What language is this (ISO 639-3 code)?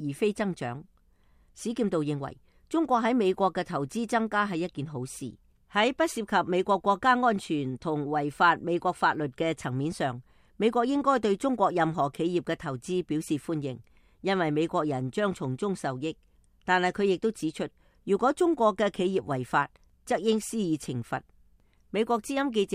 yue